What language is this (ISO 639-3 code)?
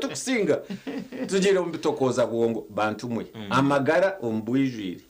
nyn